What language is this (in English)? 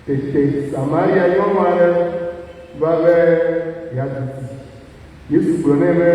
Ewe